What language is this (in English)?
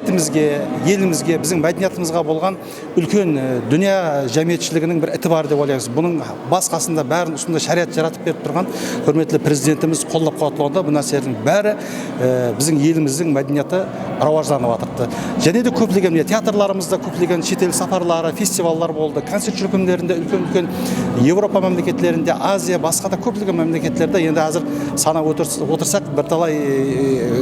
Kara-Kalpak